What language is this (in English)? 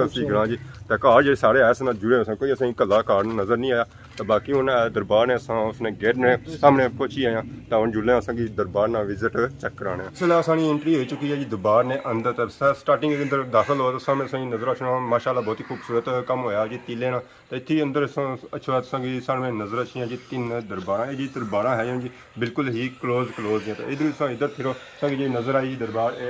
Pahari-Potwari